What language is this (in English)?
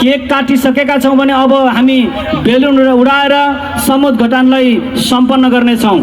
Nepali